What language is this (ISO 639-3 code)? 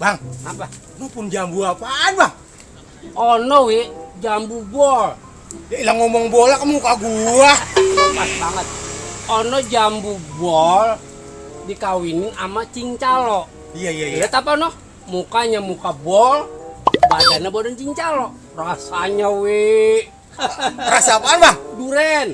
bew